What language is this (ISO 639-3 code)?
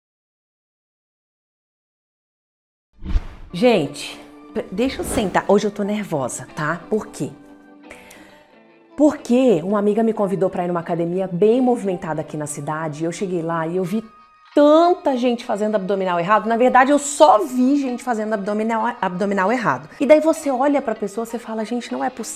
por